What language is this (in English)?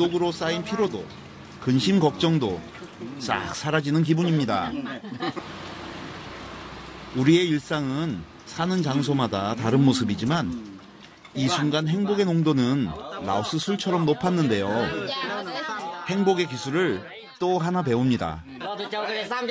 Korean